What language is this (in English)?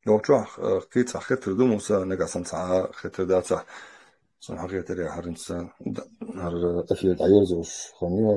Chechen